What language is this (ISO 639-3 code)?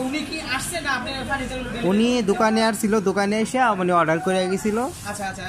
ben